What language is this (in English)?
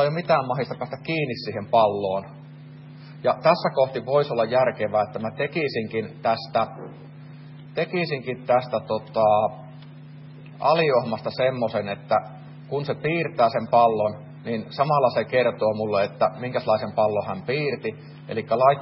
Finnish